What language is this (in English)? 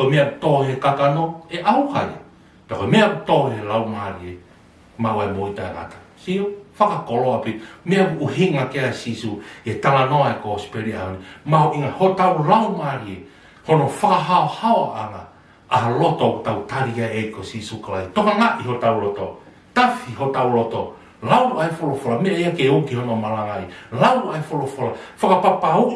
Tongan